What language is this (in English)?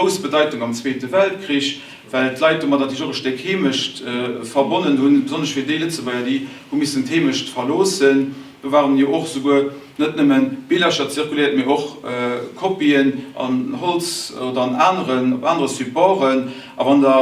Luxembourgish